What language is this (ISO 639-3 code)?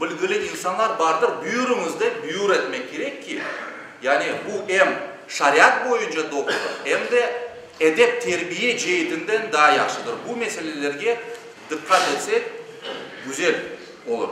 crh